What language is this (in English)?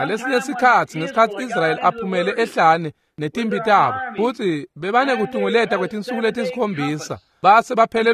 Swati